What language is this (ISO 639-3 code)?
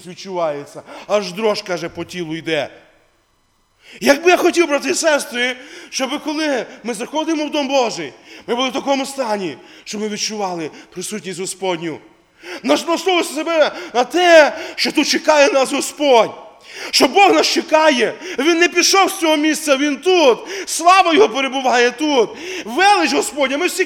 ukr